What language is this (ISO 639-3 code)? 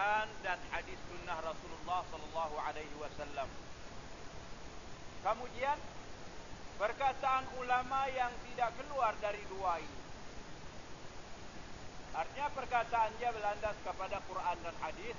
msa